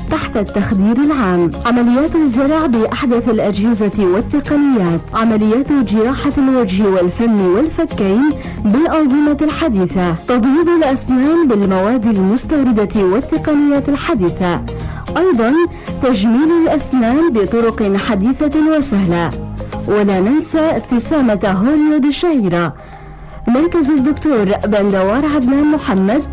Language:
North Levantine Arabic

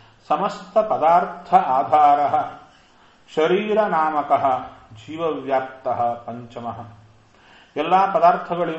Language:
Kannada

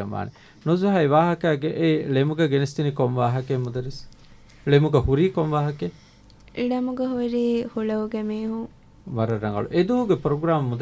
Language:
Divehi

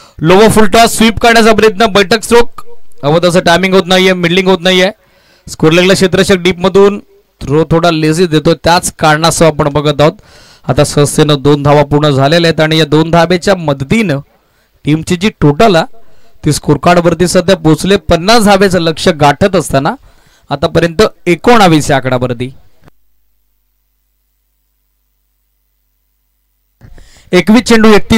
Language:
Marathi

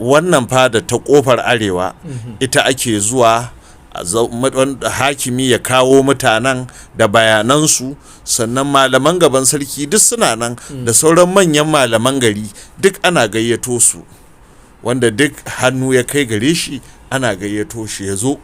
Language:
Hausa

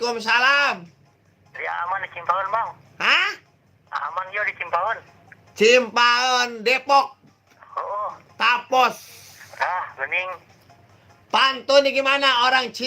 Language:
Betawi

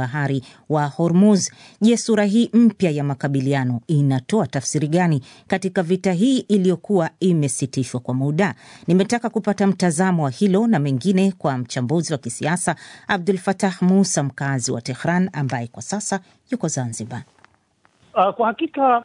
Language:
Swahili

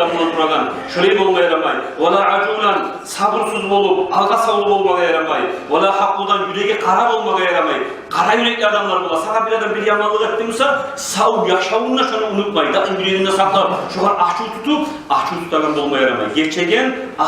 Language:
Kumyk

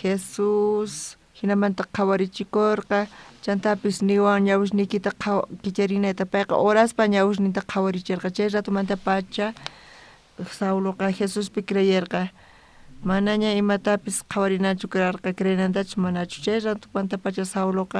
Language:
South Bolivian Quechua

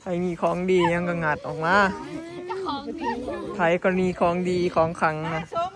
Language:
Northeastern Thai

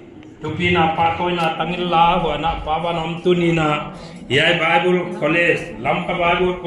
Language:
Paite Chin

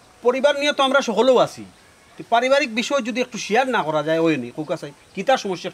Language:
Sylheti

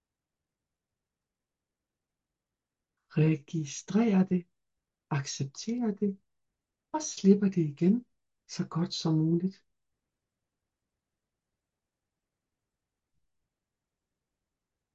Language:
Danish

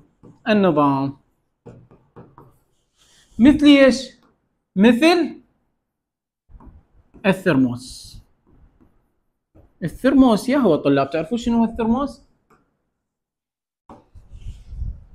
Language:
Mesopotamian Arabic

